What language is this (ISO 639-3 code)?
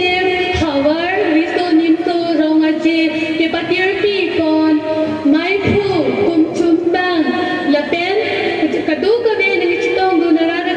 mjw